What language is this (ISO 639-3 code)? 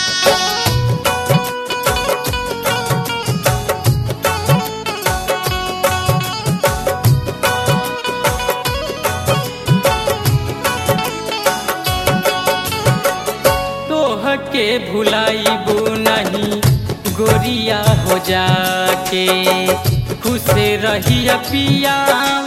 bho